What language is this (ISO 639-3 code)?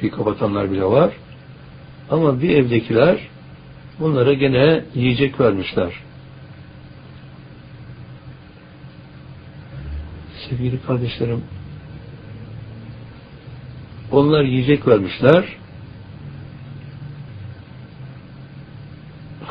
tur